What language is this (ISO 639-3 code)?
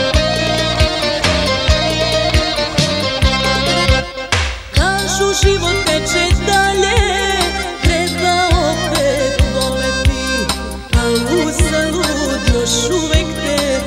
srp